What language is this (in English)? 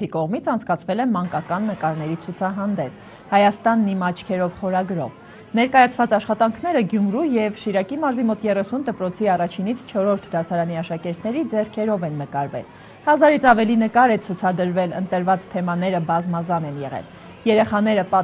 Armenian